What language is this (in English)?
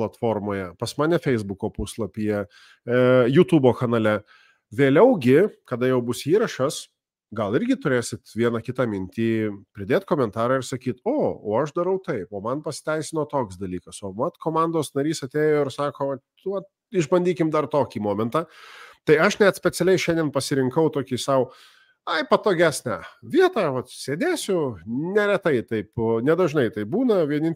Lithuanian